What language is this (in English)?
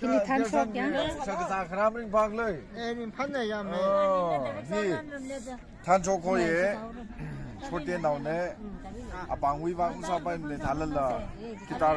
Tangkhul Naga (India)